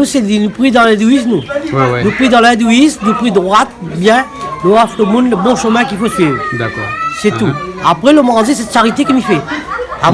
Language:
Réunion Creole French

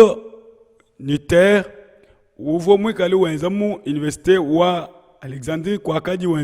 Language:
Luba-Lulua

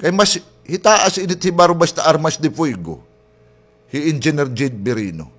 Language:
Waray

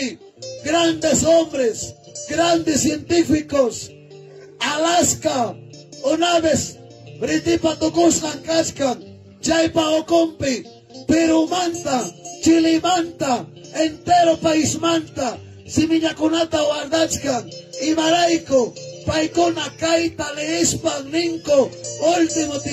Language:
Ayacucho Quechua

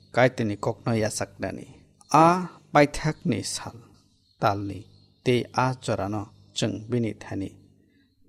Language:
Kok Borok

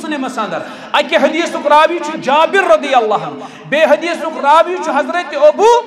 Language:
Kashmiri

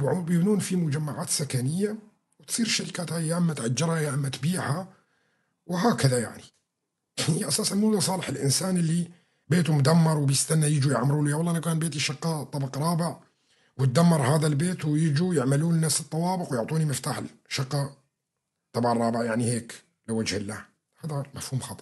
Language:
North Levantine Arabic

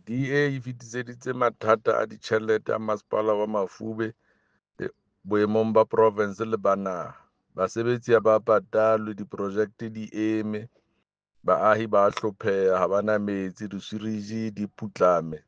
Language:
Southern Sotho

